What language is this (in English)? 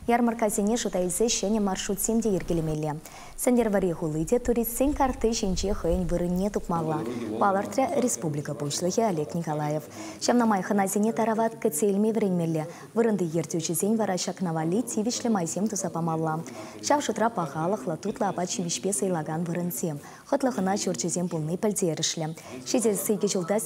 Chuvash